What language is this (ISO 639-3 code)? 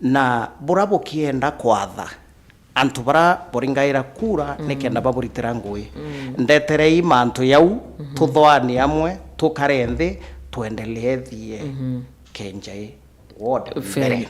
mer